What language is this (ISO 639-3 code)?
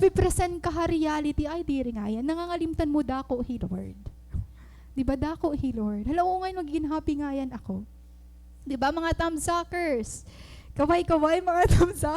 war